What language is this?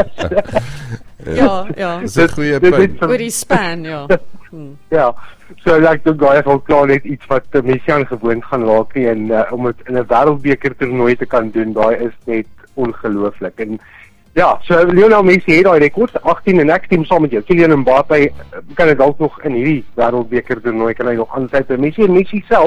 Afrikaans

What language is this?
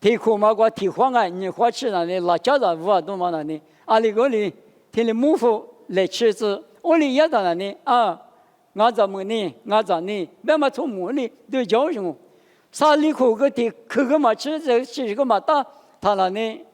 Lisu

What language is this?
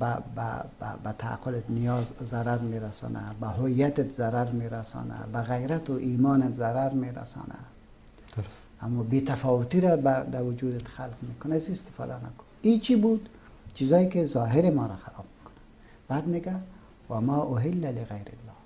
Persian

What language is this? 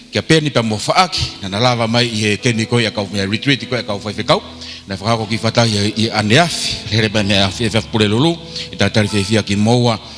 Tongan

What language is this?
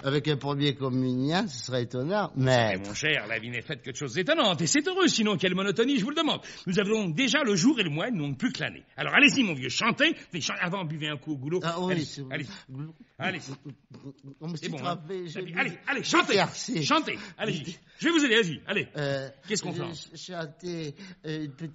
French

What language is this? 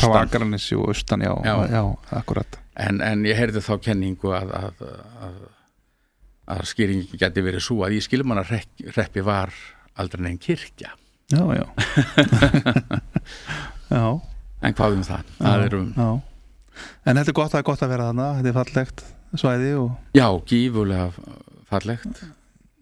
Icelandic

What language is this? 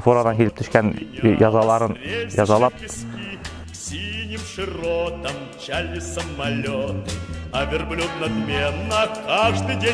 Bashkir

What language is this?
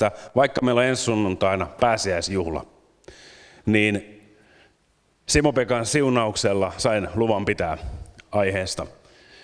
Finnish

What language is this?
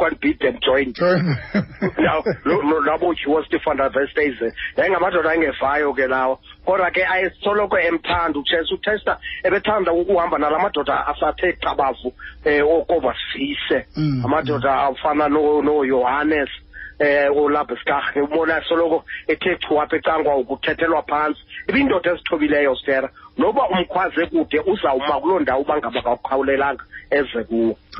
Xhosa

